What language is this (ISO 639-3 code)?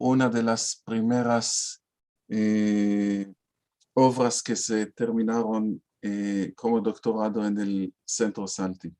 lad